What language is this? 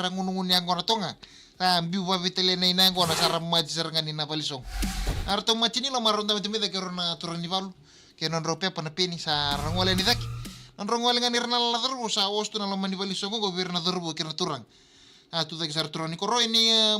Fijian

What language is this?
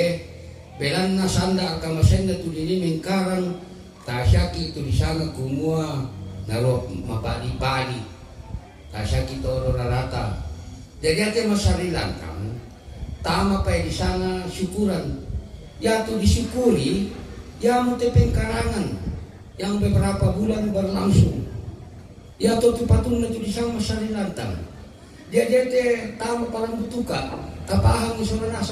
Toraja-Sa'dan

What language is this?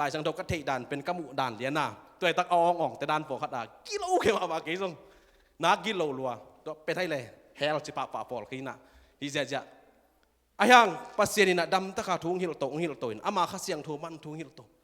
Tedim Chin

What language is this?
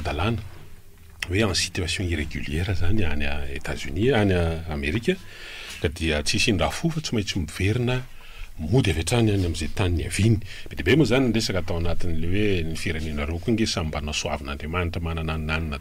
Malagasy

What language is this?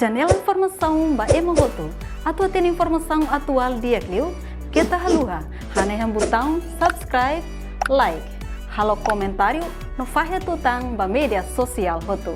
Tetum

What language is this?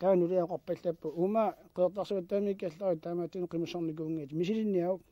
Kalaallisut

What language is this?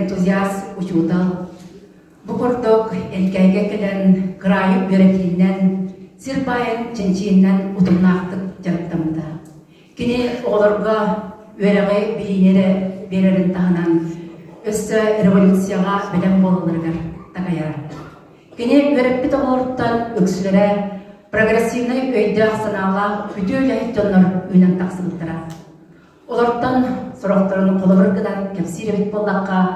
Yakut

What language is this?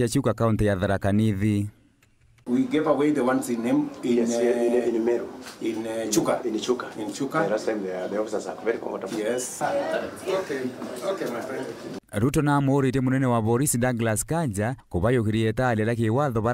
Meru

